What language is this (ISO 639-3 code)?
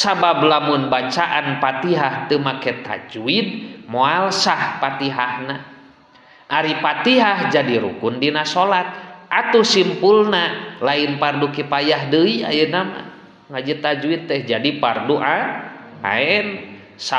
sun